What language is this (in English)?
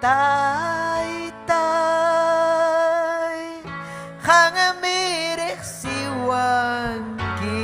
Ayacucho Quechua